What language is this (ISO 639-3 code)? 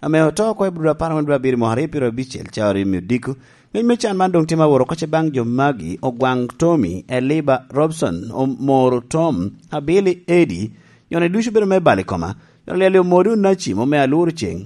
laj